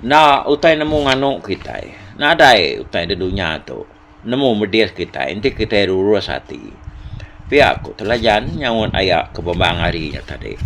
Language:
Iban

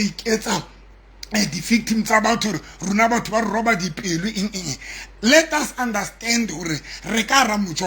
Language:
Southern Sotho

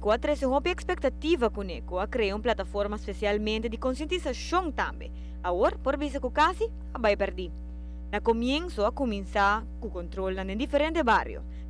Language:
Papiamento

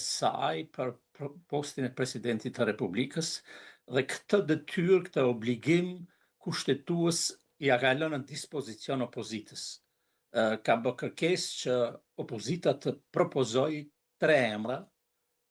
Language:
Albanian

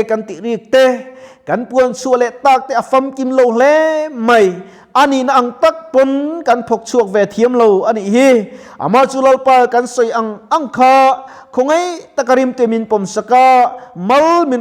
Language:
Mizo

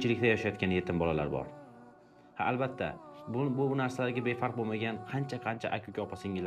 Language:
Uzbek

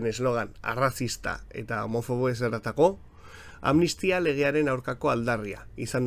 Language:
Basque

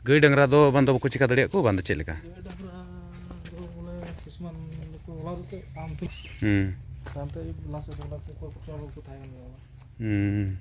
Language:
Santali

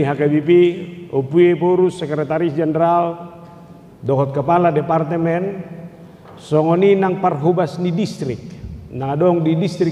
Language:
Batak Toba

